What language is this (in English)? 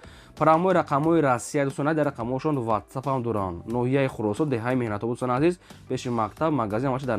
Tajik